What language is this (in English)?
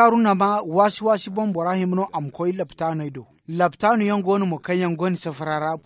Zarma